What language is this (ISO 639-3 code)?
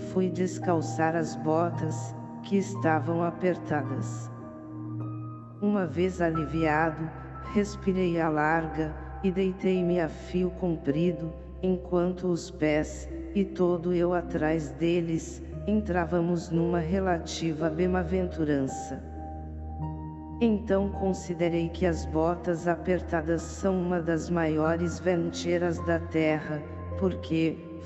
por